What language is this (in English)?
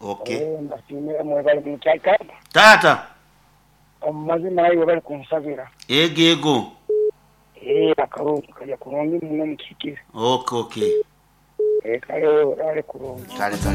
Nyoro